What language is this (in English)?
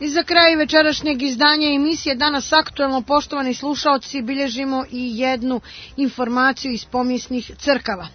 Serbian